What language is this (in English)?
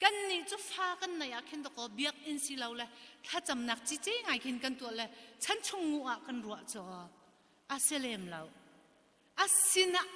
Hakha Chin